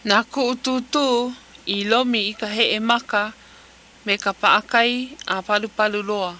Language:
Hawaiian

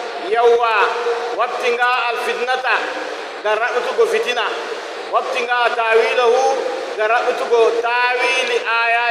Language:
Nigerian Fulfulde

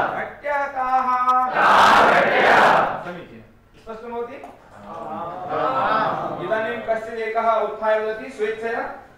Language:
Sanskrit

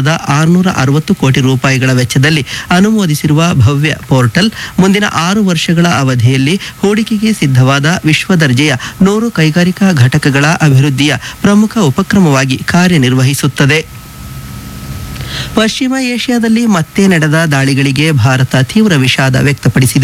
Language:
Kannada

